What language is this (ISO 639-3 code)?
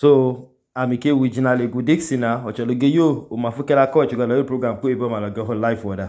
idu